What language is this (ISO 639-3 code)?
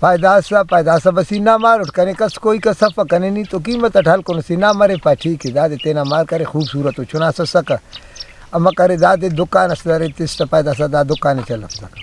brh